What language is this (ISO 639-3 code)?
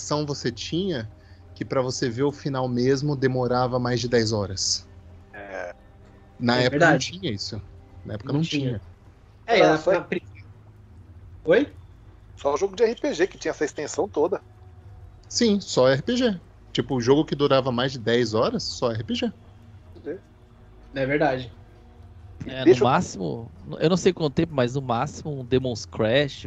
por